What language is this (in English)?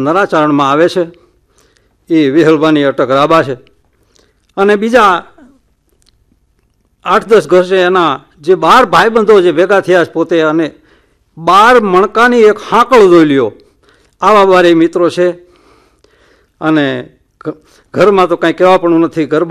Gujarati